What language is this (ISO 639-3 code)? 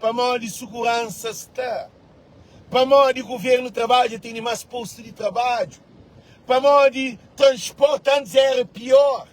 kea